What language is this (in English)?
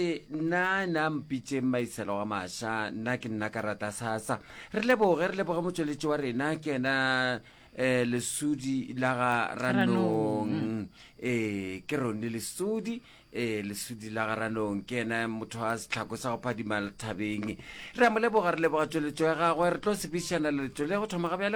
Northern Sotho